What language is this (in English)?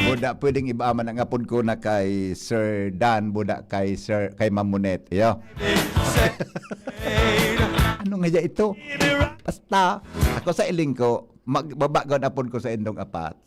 Bikol